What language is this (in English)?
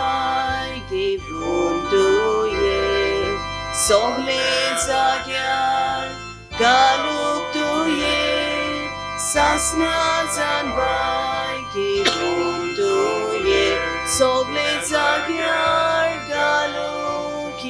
Konkani